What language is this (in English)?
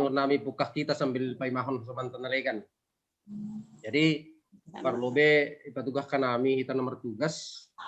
Batak Simalungun